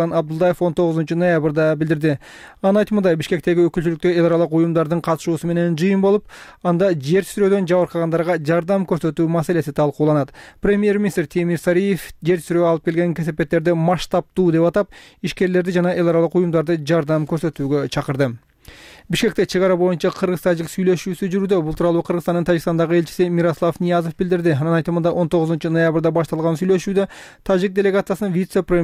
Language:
Kyrgyz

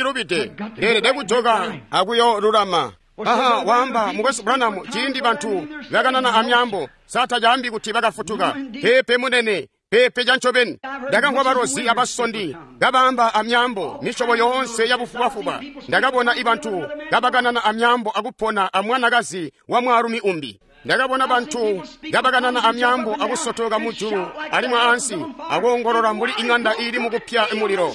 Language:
Tonga (Zambia)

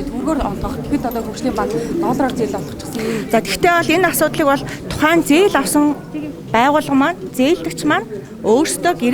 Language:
Mongolian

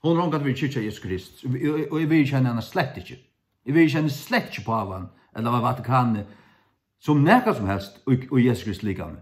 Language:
Faroese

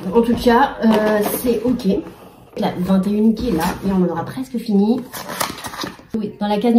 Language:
French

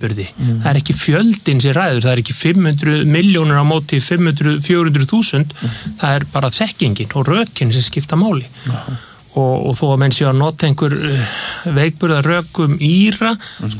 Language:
Icelandic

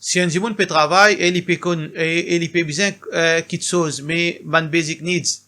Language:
Morisyen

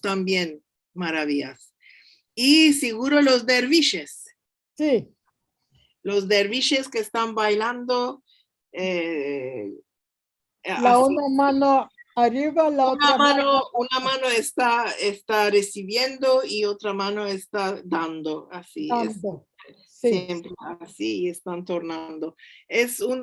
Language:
Ladino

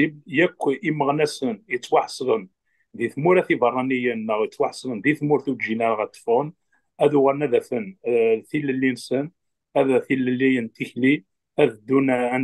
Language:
Kabyle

